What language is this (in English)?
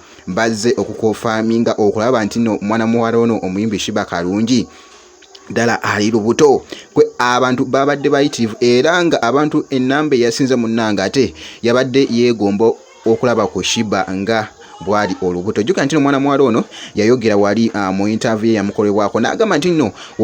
Ganda